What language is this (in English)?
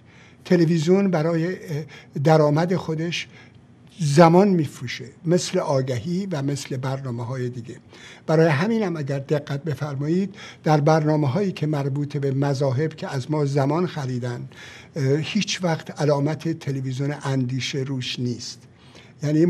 Persian